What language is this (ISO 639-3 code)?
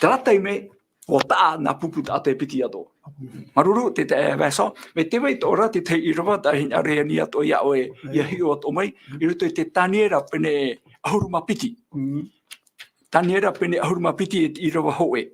tah